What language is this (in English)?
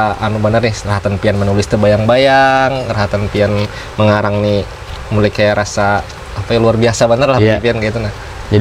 Banjar